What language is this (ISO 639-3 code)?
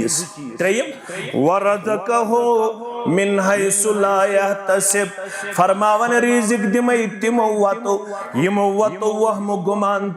kas